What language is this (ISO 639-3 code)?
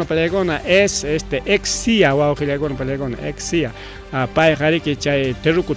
quy